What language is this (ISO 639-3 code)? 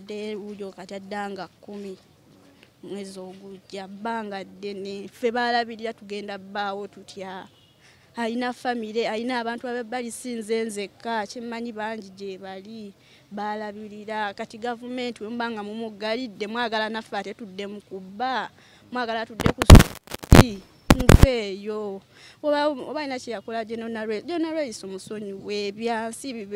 lug